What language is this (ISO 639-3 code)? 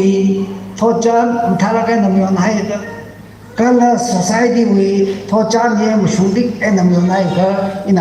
nmf